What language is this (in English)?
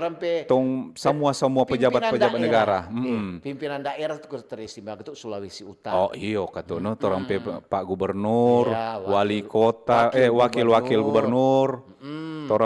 Manado Malay